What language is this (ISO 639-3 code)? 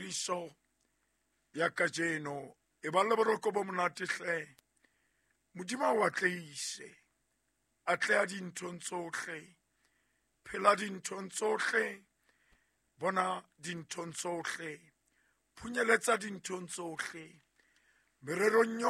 sot